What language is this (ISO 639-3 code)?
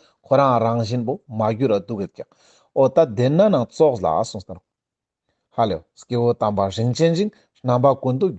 lbj